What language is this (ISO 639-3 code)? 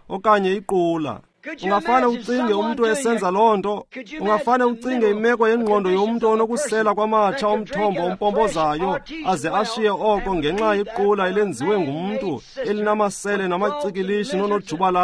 xho